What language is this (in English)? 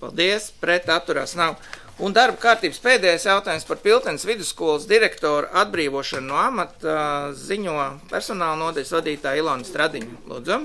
Latvian